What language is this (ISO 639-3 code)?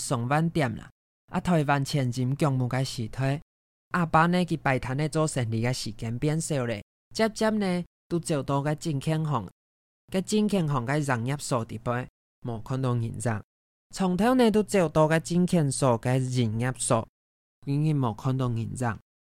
hak